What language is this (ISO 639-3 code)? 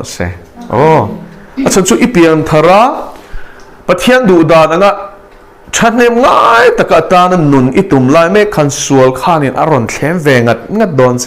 lus